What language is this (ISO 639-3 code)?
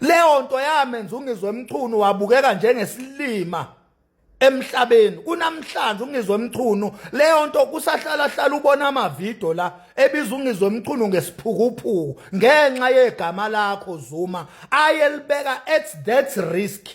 zul